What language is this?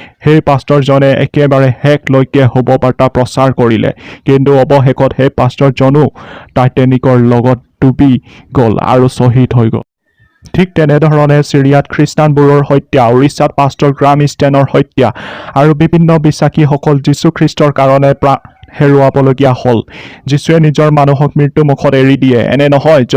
Assamese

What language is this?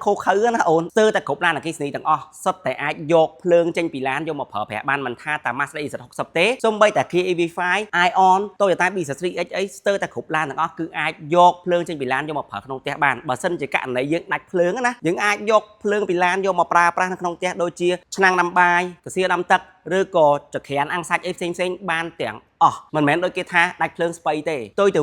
Khmer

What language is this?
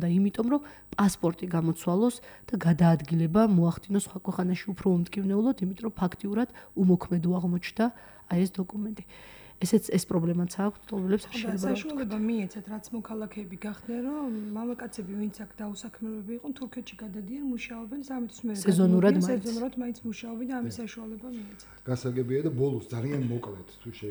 Georgian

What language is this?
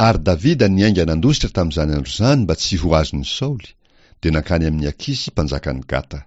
Malagasy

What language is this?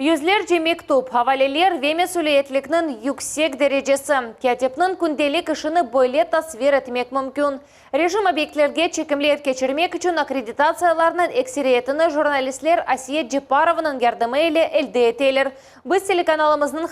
Crimean Tatar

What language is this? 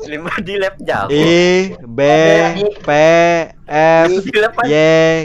Banjar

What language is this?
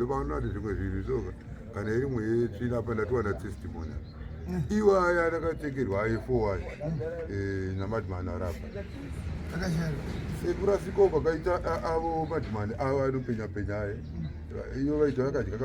Shona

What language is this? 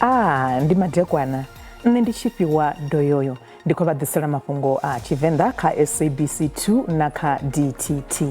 Venda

